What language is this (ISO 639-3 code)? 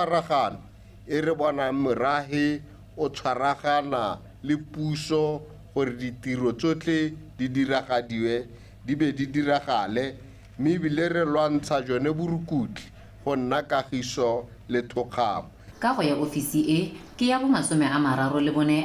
tsn